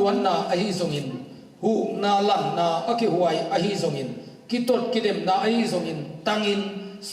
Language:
Tedim Chin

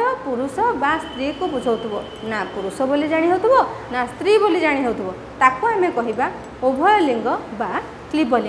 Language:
Odia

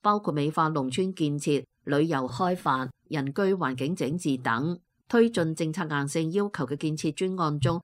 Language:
Cantonese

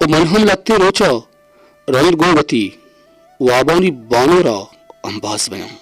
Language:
Baluchi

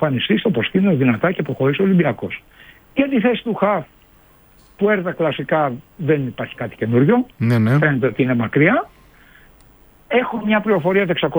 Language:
Greek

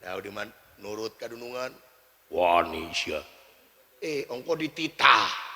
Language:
Sundanese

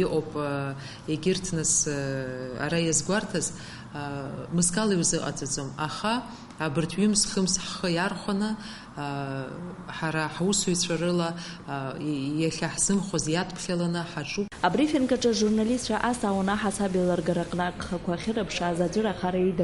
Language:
Abkhazian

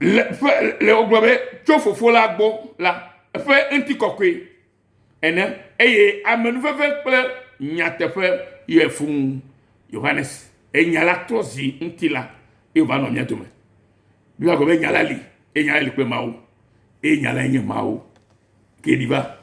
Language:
Ewe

